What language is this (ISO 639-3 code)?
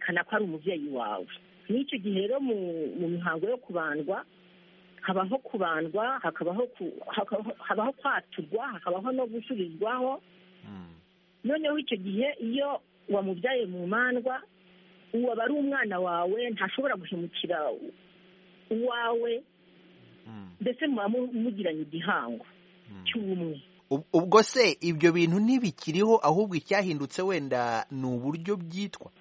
kin